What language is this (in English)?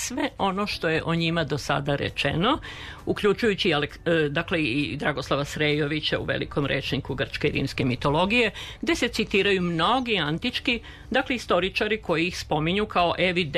Serbian